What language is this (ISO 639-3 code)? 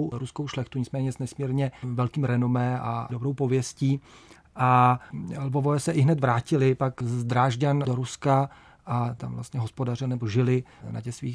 ces